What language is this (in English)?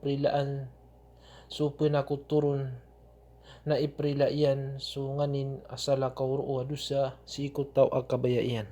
Maranao